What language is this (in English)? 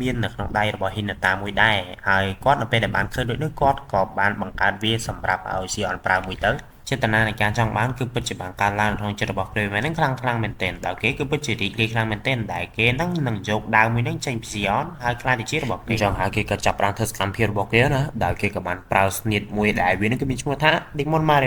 Khmer